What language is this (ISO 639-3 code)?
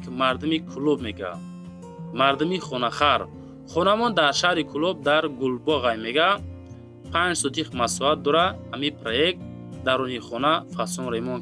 tgk